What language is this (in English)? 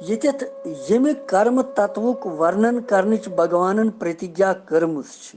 Kashmiri